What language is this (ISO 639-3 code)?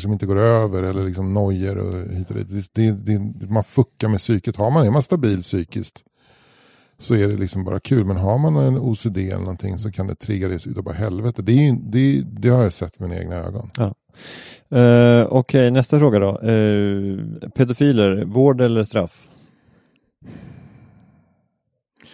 swe